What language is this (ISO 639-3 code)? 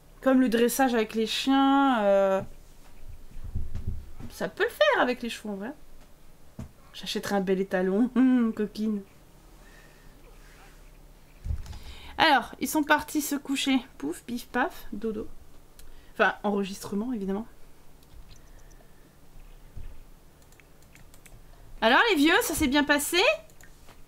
fra